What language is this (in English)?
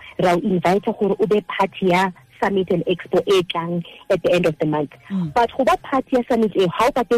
Southern Sotho